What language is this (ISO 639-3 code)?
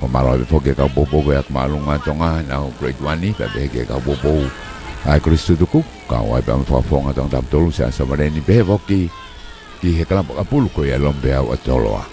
ton